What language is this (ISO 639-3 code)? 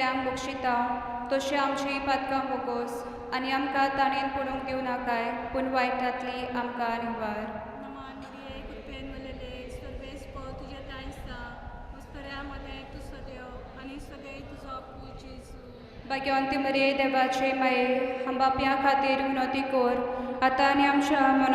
kok